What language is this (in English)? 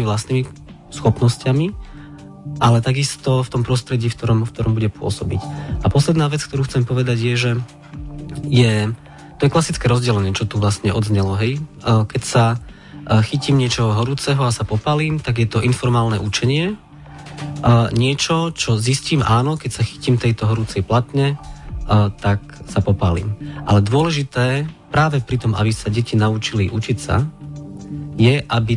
Slovak